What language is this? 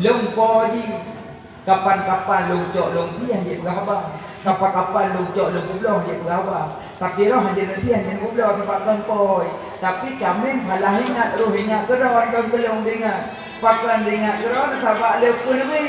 Achinese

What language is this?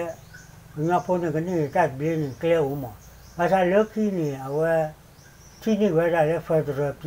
S'gaw Karen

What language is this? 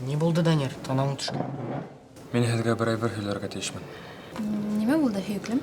Bashkir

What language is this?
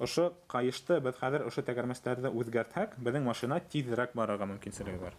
Bashkir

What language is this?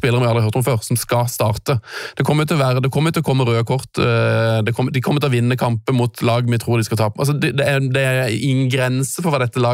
Norwegian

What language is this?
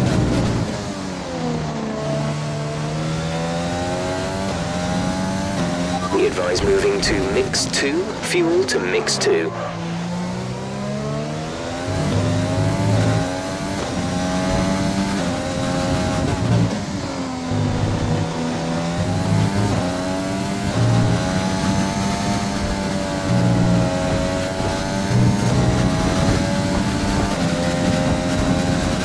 English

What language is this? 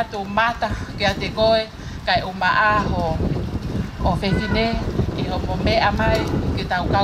Tongan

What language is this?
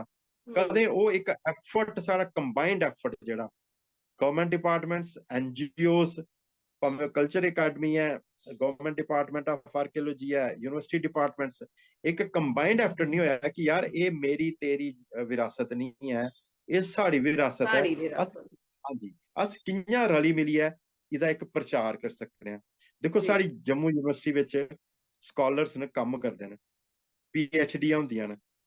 Dogri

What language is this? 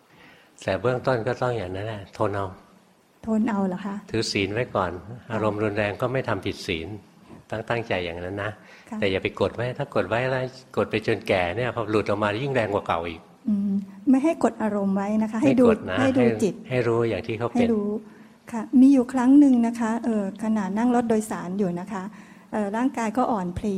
Thai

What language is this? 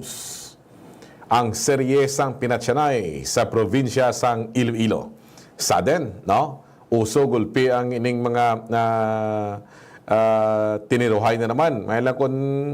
Hiligaynon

